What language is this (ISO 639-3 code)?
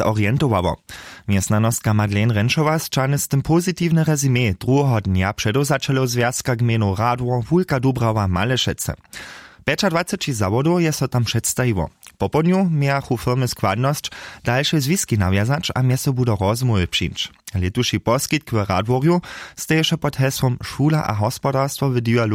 hsb